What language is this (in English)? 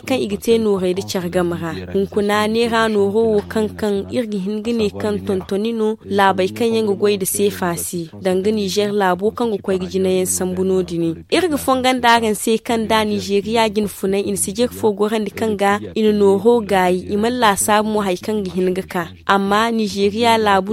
Zarma